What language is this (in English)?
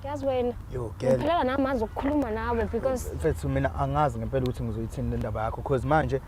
Zulu